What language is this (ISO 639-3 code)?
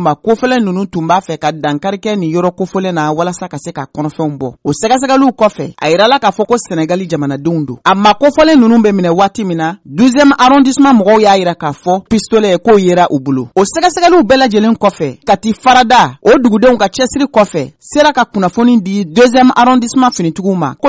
bam